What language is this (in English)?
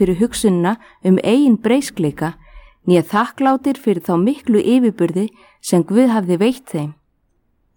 Icelandic